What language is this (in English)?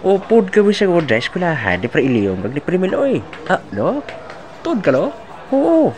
Hiligaynon